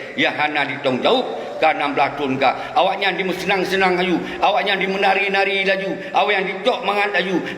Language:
Achinese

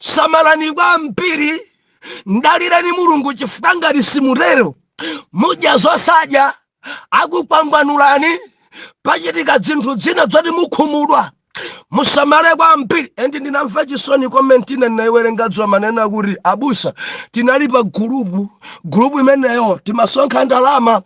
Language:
Nyanja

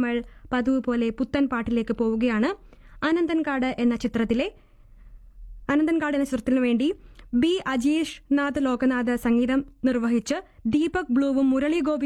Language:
Malayalam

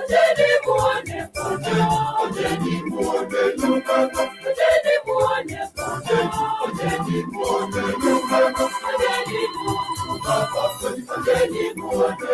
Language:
Masai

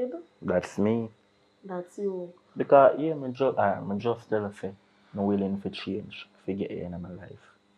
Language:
Jamaican Creole English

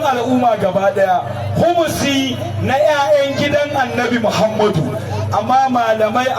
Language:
Hausa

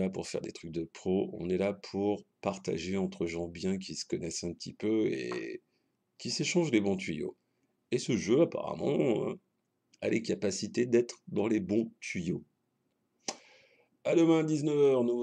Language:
French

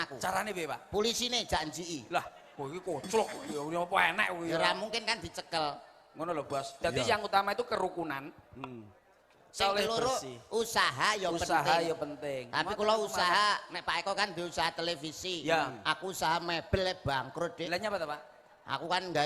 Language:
Javanese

